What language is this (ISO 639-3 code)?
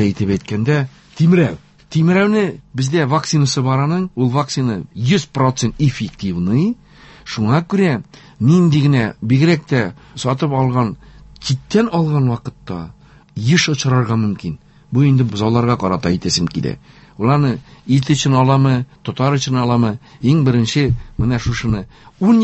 tat